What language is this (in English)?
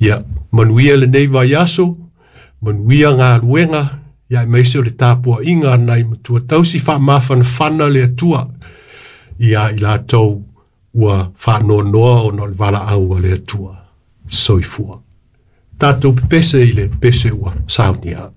Samoan